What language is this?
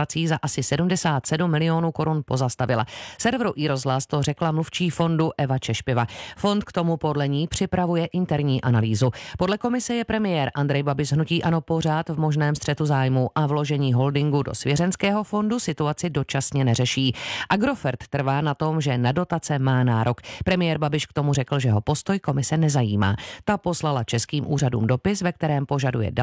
Czech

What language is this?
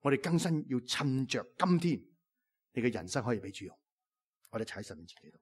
Cantonese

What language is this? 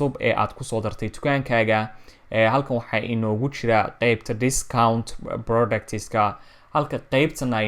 Somali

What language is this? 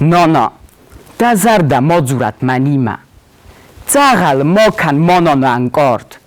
Ossetic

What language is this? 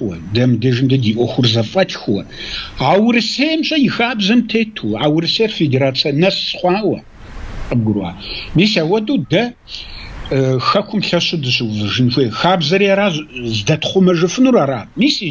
Kabardian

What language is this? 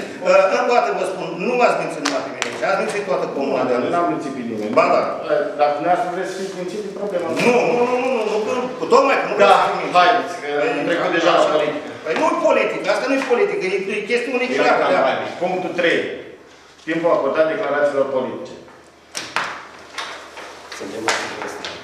Romanian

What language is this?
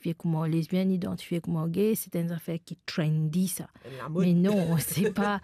Morisyen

